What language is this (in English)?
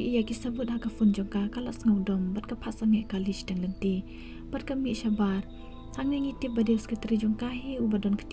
Khasi